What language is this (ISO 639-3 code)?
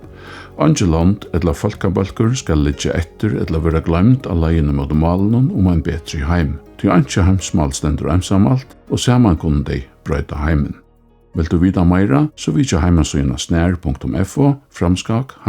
fao